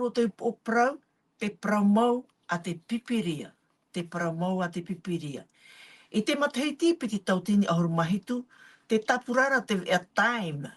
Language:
Tahitian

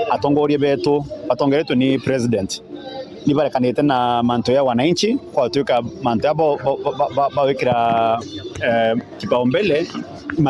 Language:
Meru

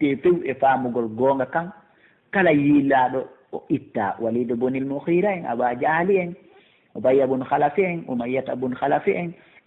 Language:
Pular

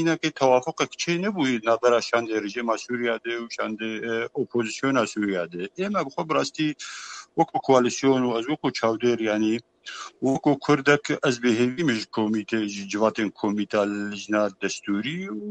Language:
Kurdish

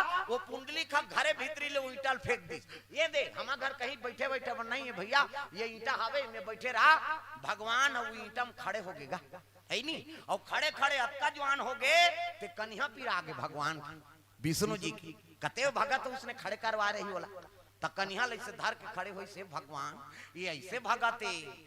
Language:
Chhattisgarhi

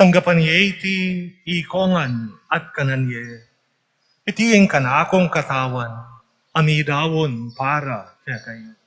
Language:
Pampanga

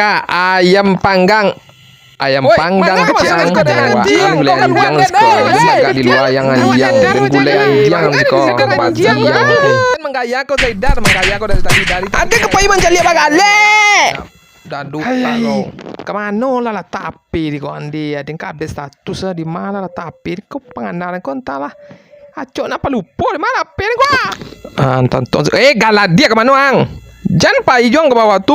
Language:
Minangkabau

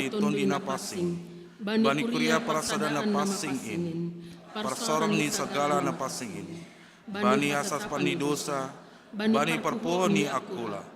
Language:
Batak Simalungun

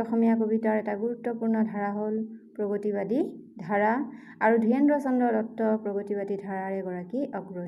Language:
Assamese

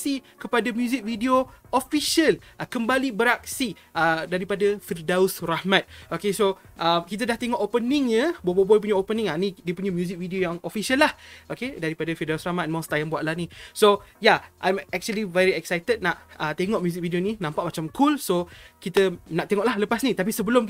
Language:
Malay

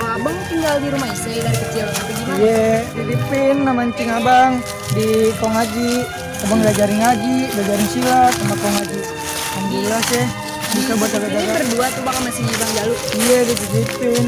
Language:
Betawi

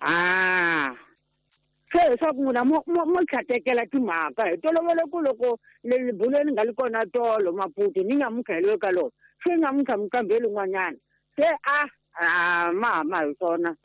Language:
Tsonga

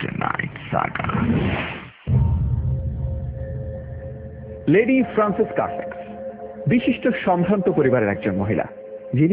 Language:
Bangla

